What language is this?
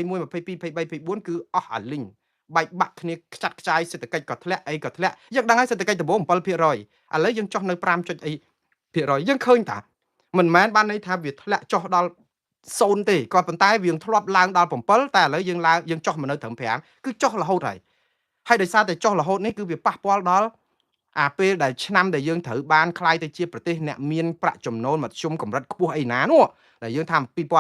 Khmer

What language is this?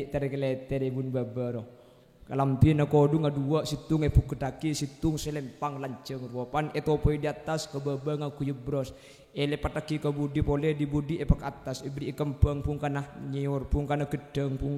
Madurese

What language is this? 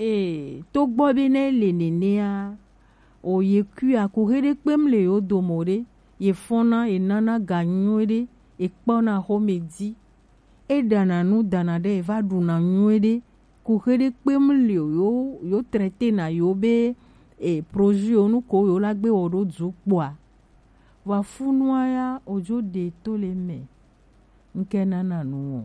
Gen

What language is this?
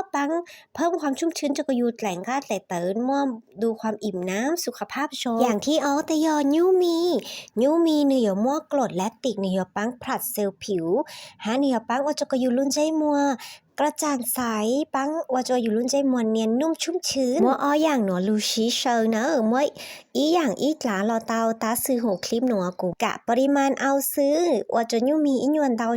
Hmong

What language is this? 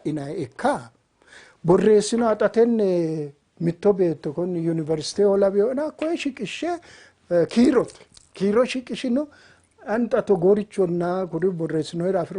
Sidamo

